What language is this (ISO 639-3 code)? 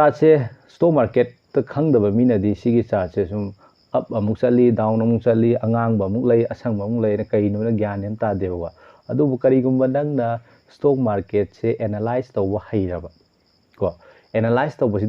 mni